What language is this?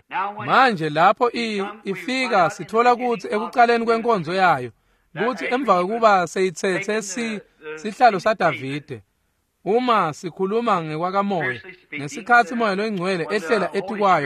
Swati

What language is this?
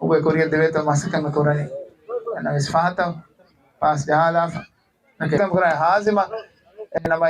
Divehi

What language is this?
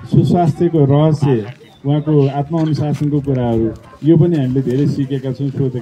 Nepali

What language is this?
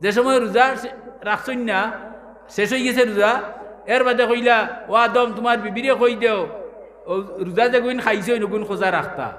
Sylheti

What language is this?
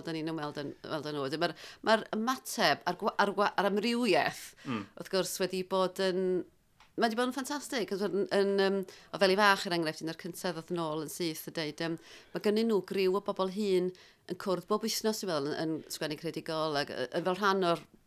Welsh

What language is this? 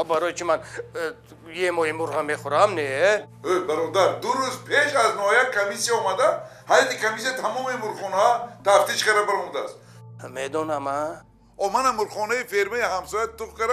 Tajik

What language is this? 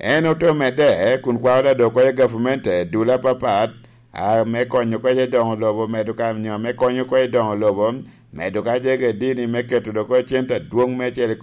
Lango (Uganda)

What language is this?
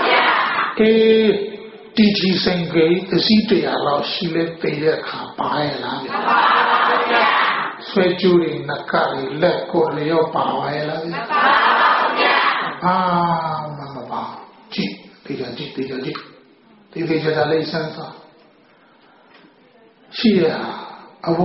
Burmese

